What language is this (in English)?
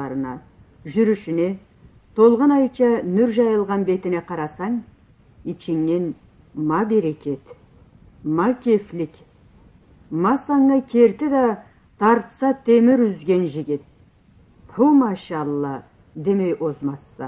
Karachay-Balkar